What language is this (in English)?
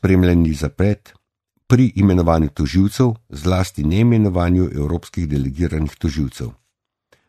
Slovenian